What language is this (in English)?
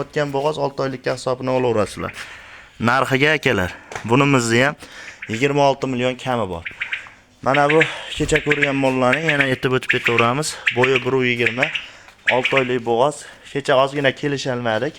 Uzbek